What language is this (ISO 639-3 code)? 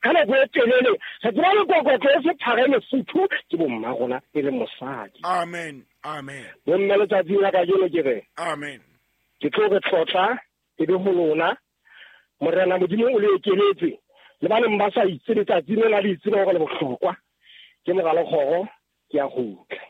sot